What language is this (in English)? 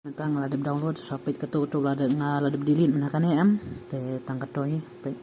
Khasi